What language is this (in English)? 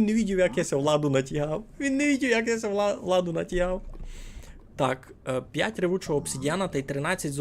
Rusyn